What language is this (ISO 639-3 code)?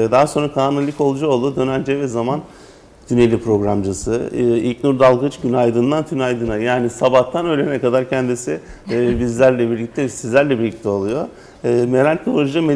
tur